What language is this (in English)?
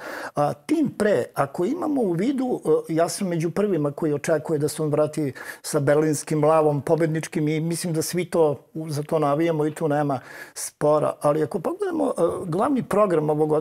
Serbian